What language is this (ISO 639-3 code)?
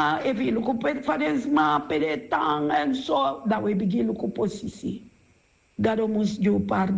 srn